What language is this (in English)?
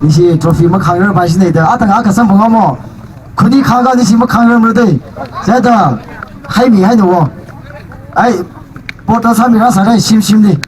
Tangkhul Naga (India)